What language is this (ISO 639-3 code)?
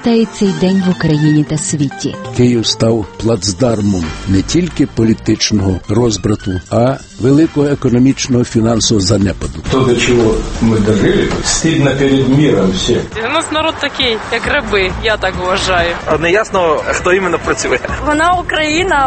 ukr